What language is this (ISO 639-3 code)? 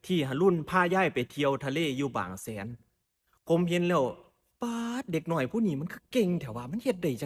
tts